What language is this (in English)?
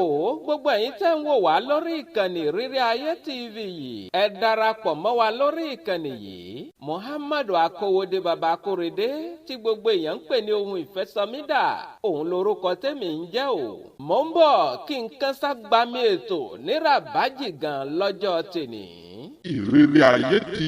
Yoruba